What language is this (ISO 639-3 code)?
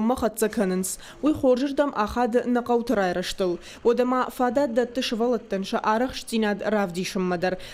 oss